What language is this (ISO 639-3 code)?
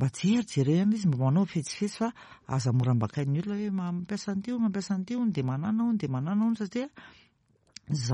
mlg